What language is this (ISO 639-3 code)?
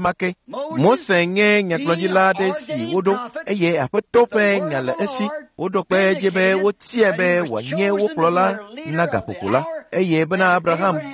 ewe